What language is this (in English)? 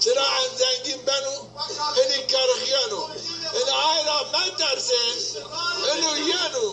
Zaza